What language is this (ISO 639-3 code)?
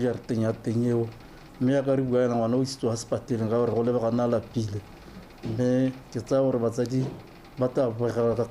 tsn